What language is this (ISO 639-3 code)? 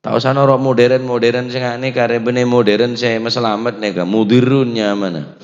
mad